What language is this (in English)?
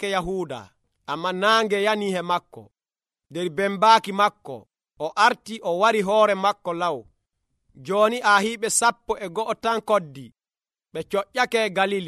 Nigerian Fulfulde